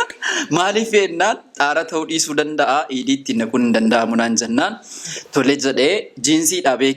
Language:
Oromo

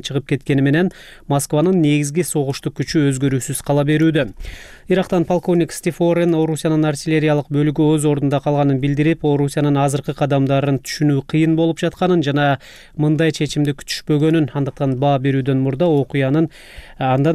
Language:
Kyrgyz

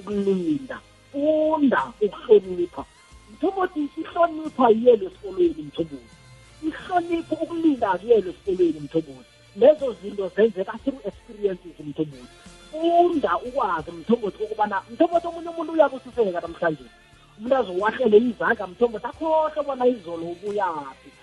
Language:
South Ndebele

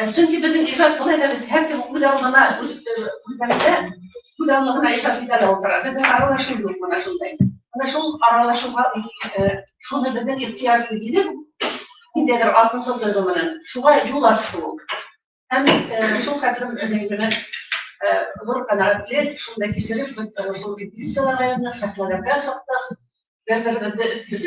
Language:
Bashkir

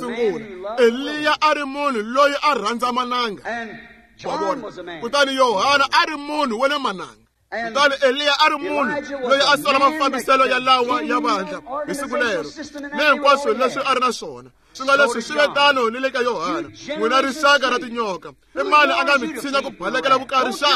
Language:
Tsonga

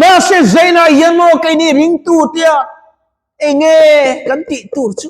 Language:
Mizo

